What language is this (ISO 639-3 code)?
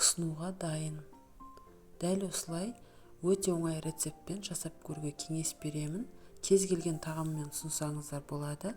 kaz